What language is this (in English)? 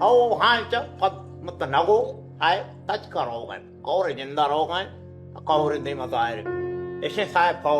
Baluchi